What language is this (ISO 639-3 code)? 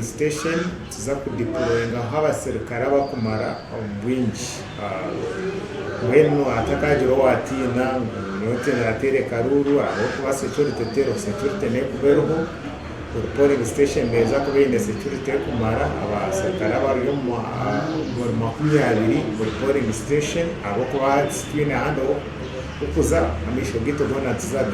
nyn